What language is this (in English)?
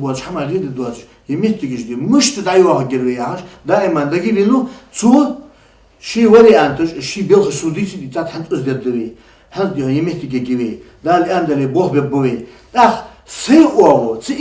Ingush